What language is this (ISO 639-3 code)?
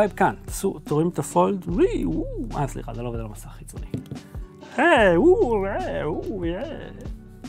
heb